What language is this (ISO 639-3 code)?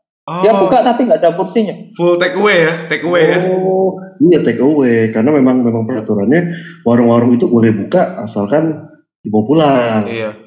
ind